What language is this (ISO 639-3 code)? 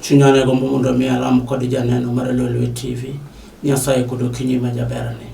luo